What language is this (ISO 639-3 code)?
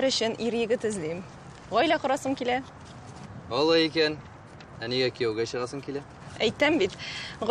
tat